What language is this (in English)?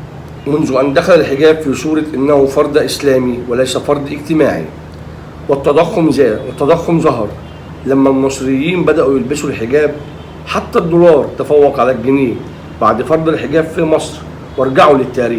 Egyptian Arabic